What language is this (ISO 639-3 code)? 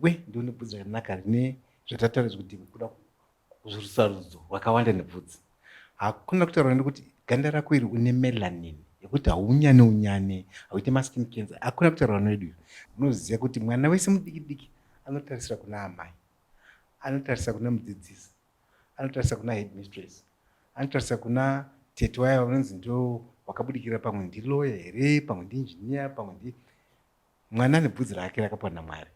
sna